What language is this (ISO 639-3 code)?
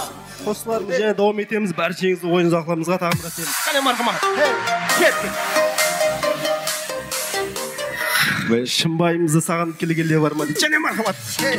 kaz